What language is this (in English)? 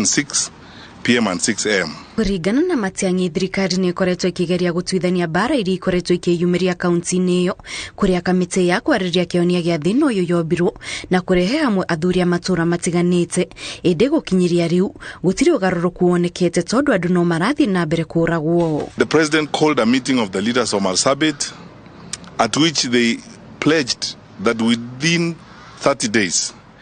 Kikuyu